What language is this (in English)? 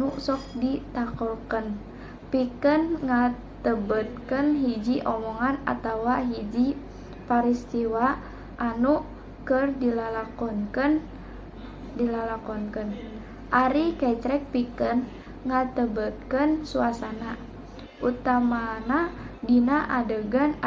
Sundanese